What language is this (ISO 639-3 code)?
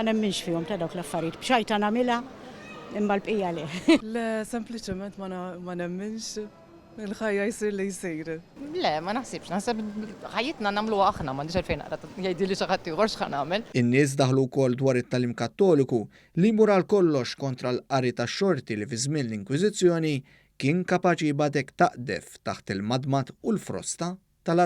mlt